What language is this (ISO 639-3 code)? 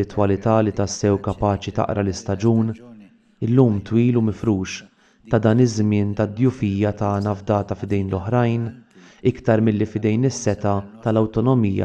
mlt